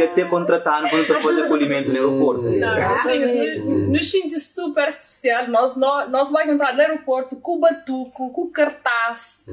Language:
Kabuverdianu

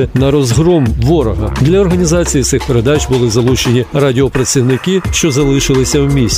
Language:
Ukrainian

